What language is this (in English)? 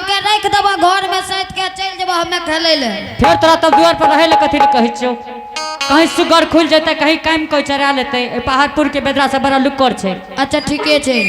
Angika